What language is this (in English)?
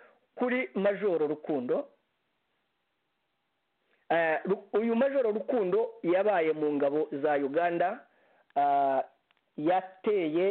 Kinyarwanda